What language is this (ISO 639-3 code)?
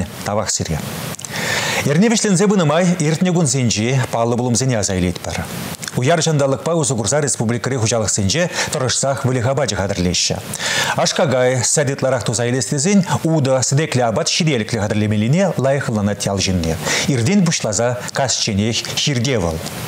chv